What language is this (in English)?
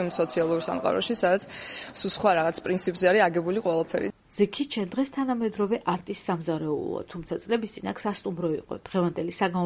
Georgian